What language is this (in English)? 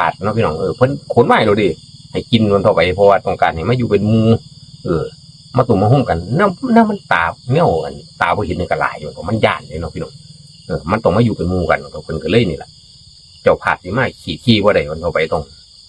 Northeastern Thai